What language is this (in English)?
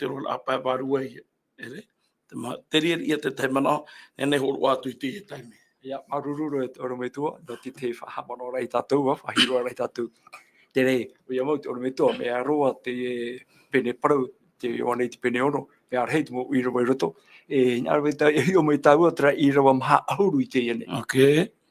Tahitian